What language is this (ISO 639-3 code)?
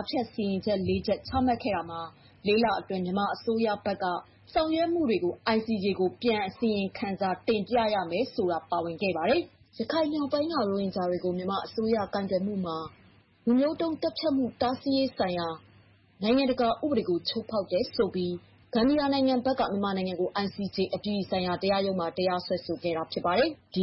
mya